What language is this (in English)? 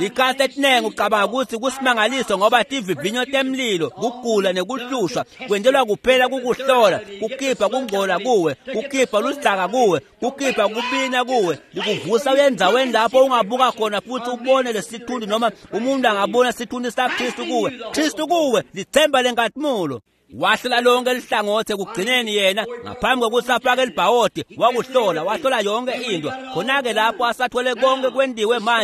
Swati